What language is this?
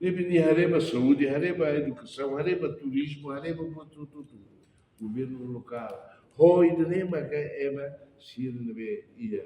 Tetum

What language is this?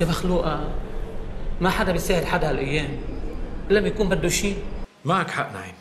North Levantine Arabic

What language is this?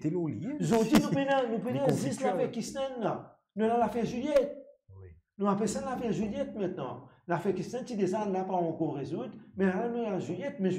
Morisyen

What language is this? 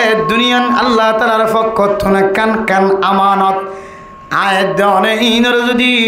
Rohingya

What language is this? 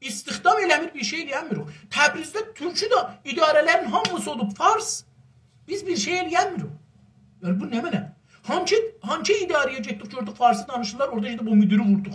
South Azerbaijani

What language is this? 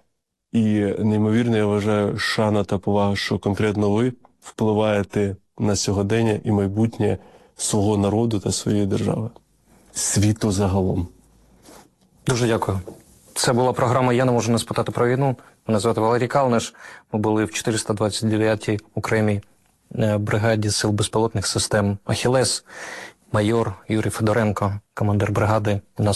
Ukrainian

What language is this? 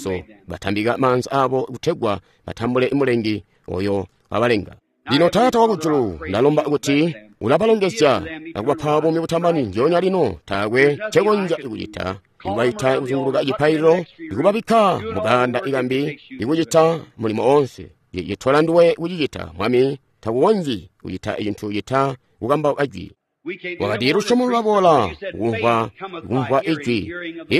Tonga (Zambia)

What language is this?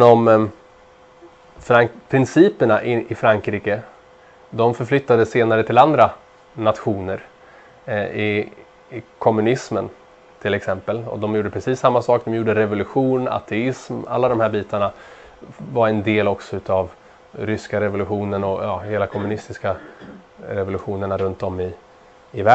Swedish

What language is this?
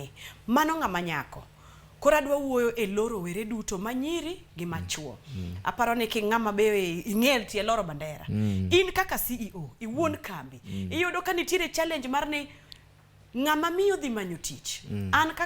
Luo (Kenya and Tanzania)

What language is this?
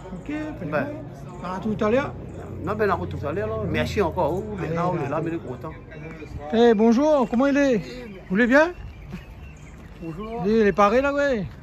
Réunion Creole French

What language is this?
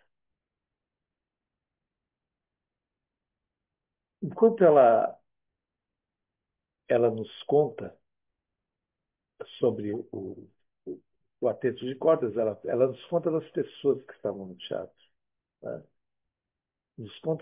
Portuguese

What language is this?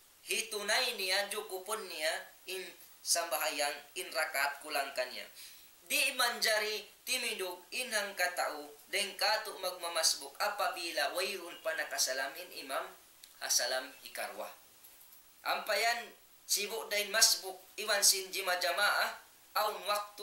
Tausug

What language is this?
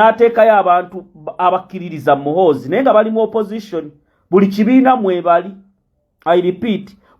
Ganda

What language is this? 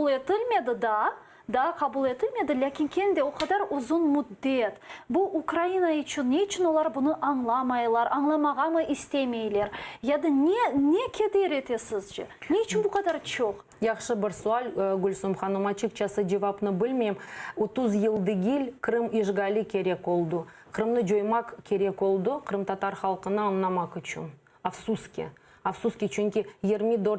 Crimean Tatar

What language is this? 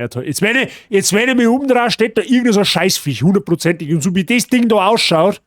Bavarian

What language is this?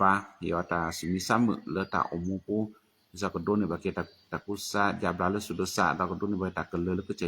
S'gaw Karen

